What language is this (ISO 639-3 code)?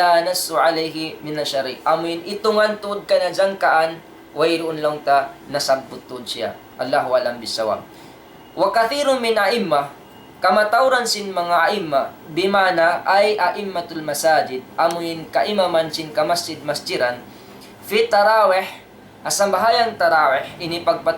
tsg